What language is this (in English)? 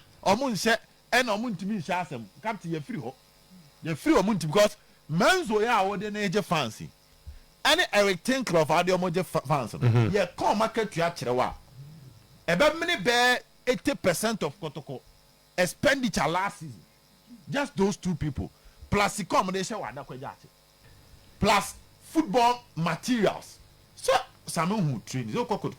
Akan